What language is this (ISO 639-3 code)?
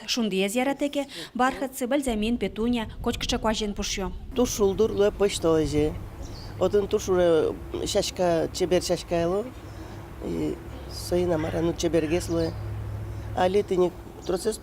udm